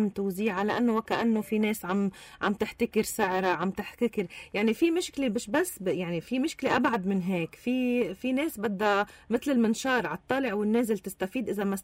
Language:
North Levantine Arabic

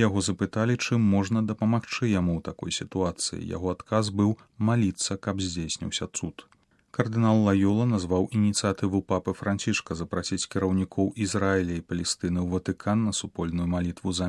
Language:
Belarusian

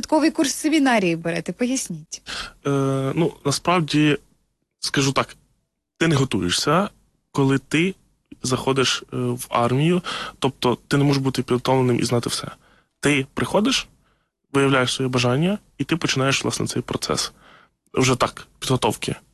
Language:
Ukrainian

